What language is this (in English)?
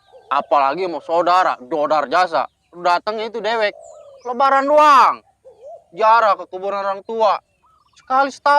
Betawi